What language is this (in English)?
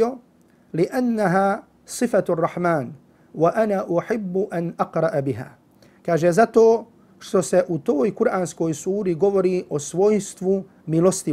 Bosnian